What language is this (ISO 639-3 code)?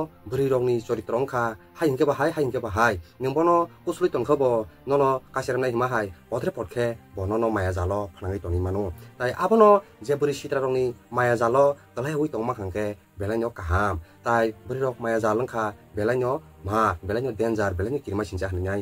trp